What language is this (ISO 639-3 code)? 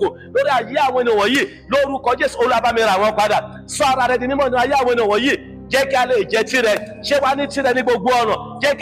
yor